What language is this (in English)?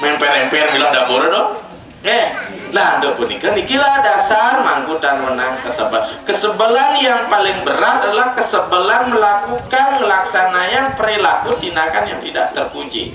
Balinese